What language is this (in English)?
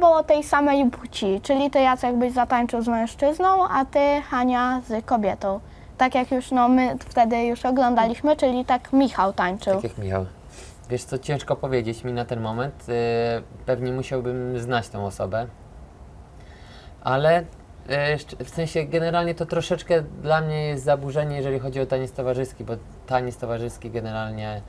Polish